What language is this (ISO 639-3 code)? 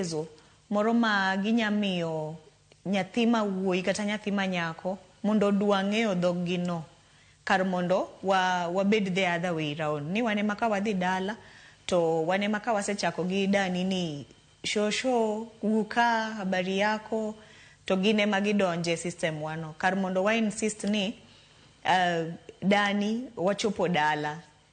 luo